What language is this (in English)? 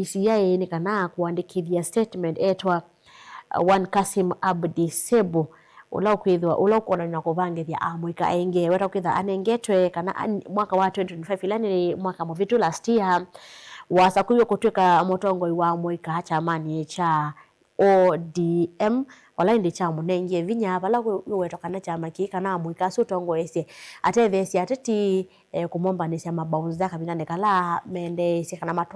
Kamba